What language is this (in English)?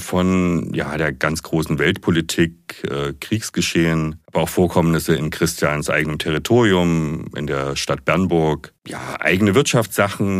German